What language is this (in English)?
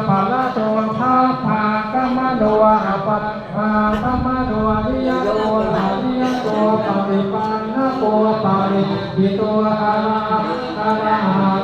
Pali